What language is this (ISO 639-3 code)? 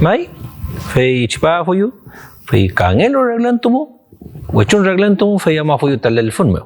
arn